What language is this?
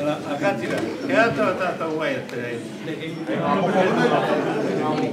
Māori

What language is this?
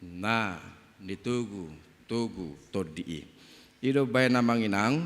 Batak Toba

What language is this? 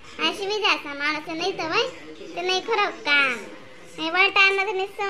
Khandesi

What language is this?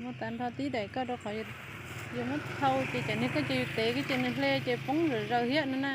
Hmong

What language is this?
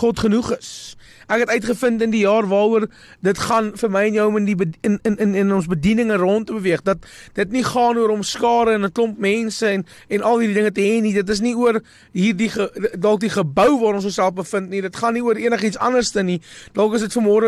Afrikaans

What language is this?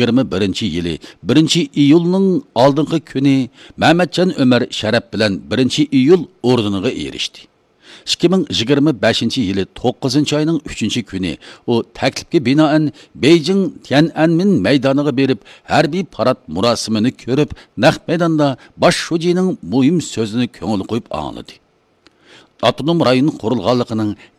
Uyghur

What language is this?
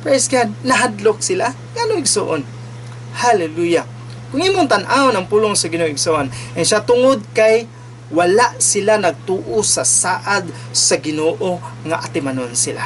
Cebuano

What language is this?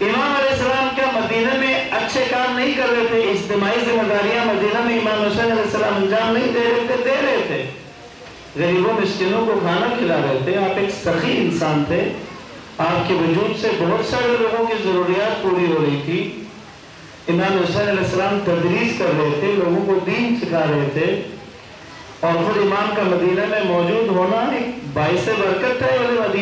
Urdu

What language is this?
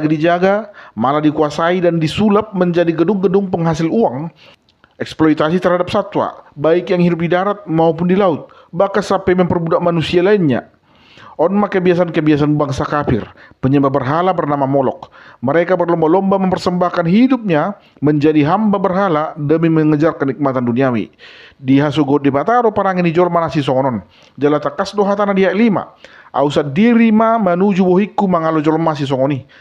Batak Toba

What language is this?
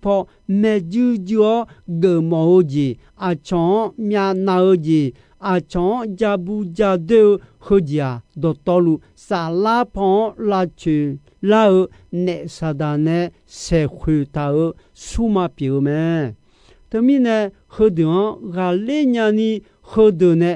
Akha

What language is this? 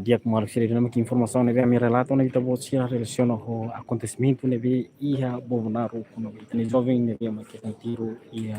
Tetum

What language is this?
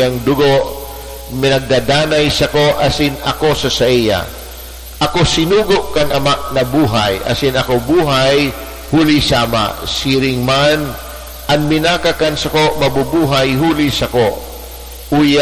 Bikol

